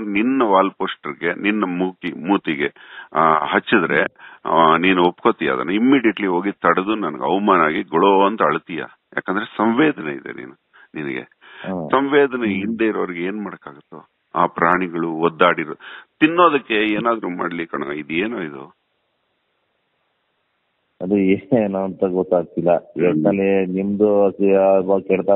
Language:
Kannada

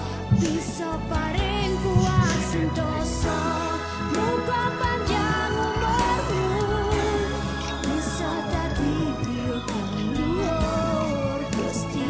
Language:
Indonesian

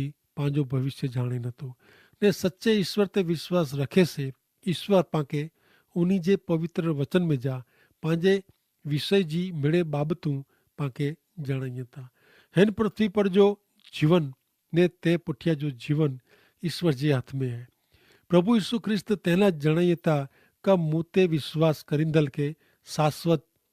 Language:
Kachhi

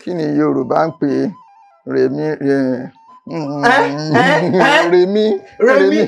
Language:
Yoruba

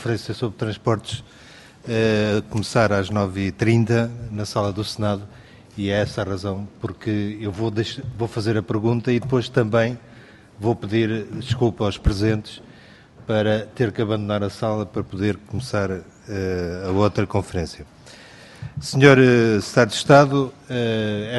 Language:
Portuguese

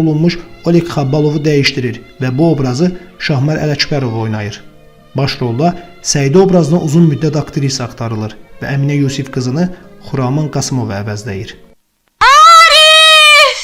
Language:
Azerbaijani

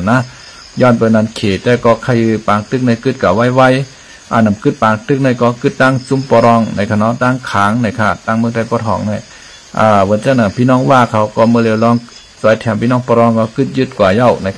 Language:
Shan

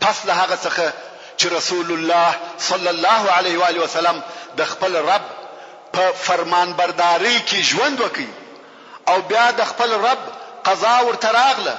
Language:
Pashto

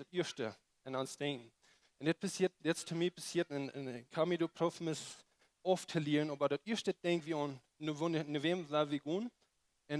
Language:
Plautdietsch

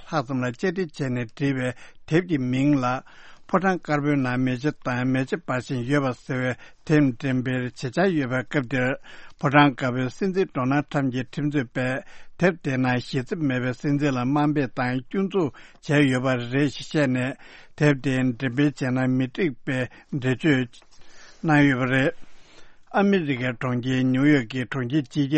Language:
Tibetan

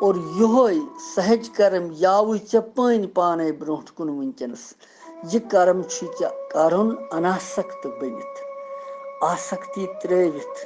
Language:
Kashmiri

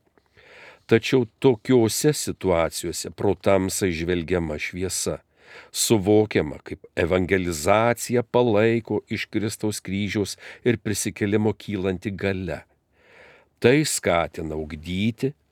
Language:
Lithuanian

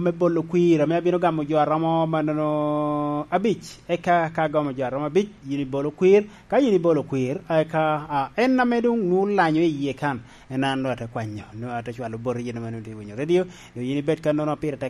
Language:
Lango (Uganda)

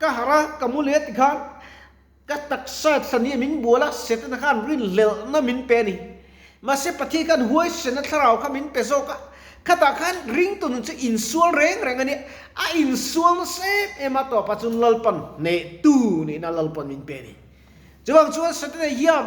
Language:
Mizo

